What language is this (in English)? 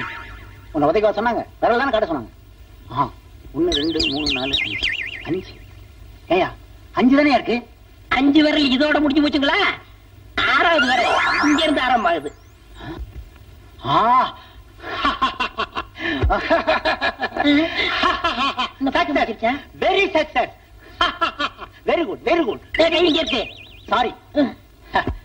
Tamil